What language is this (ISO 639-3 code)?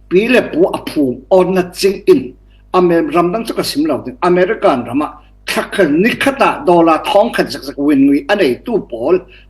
cfm